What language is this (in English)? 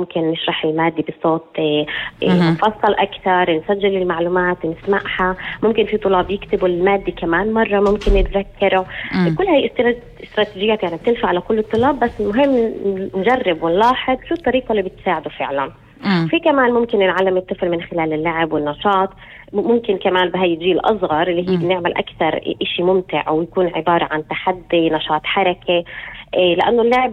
North Levantine Arabic